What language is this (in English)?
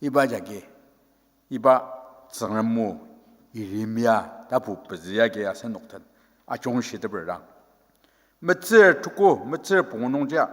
Ao Naga